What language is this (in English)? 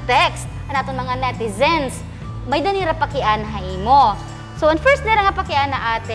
Waray